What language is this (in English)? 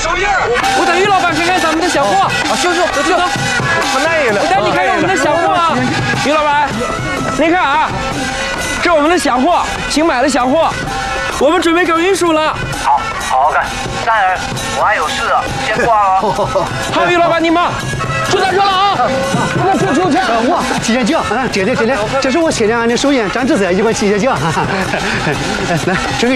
Chinese